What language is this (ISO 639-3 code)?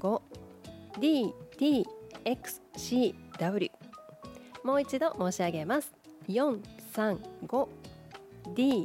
jpn